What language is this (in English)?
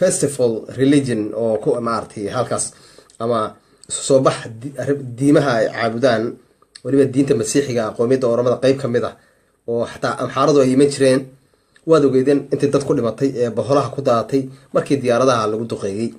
Somali